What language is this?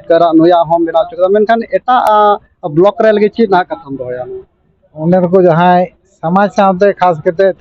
Santali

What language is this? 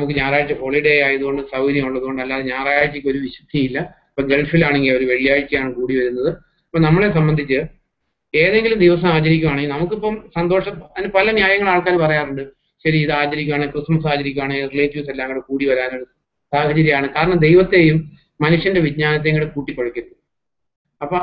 Malayalam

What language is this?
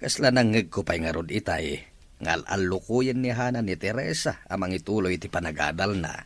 Iloko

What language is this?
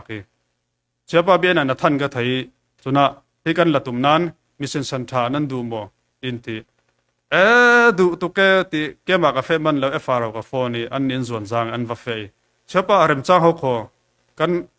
Falam Chin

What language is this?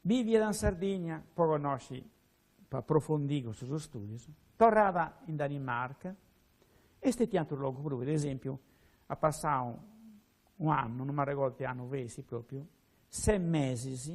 Sardinian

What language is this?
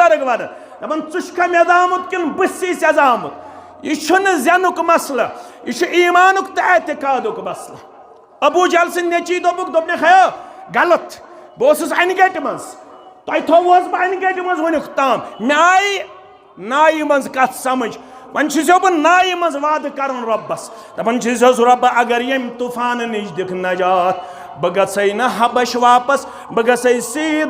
Kashmiri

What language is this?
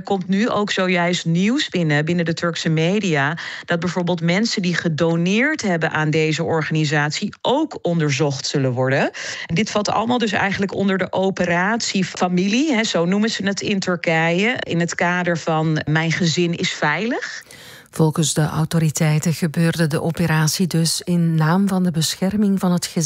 Dutch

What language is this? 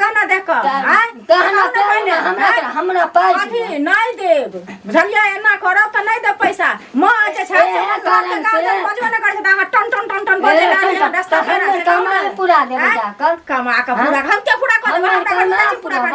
Maithili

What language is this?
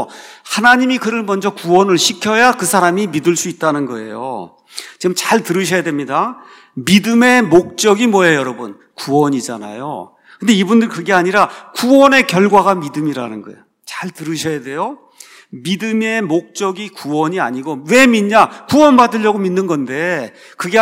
Korean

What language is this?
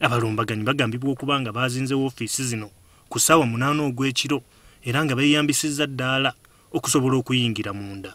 Ganda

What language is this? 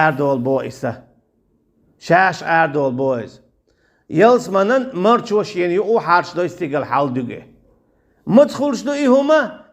Chechen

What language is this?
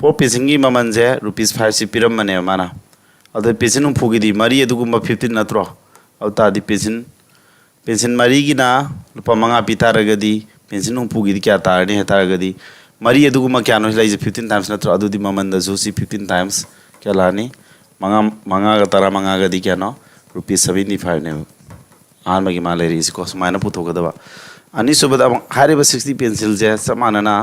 Manipuri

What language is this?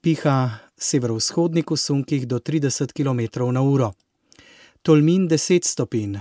Slovenian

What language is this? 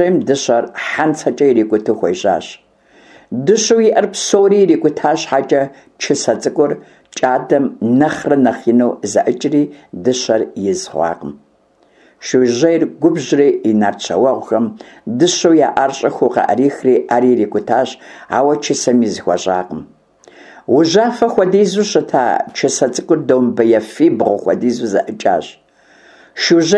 Kabardian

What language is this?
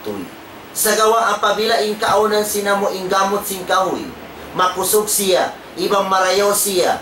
Tausug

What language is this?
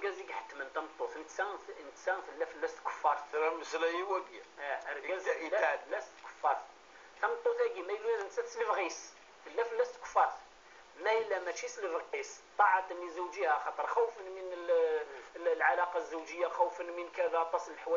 Kabyle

